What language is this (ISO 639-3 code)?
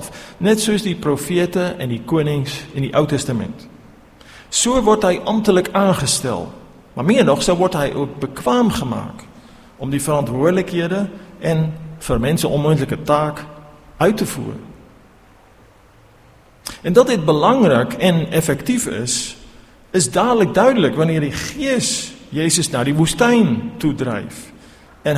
afr